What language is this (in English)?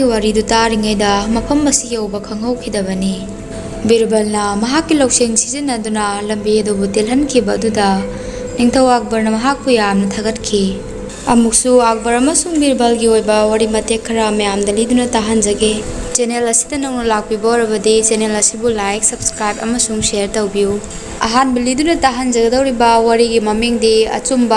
Manipuri